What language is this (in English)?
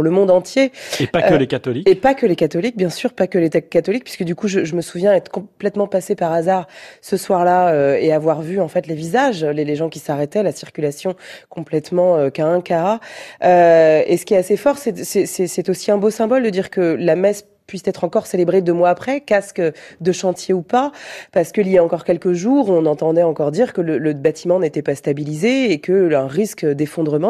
French